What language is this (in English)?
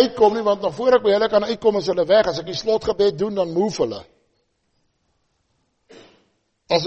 Afrikaans